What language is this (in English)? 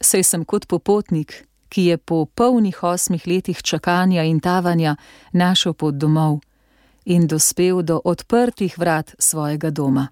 Slovenian